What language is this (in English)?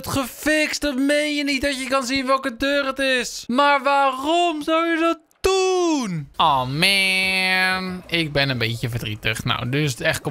Dutch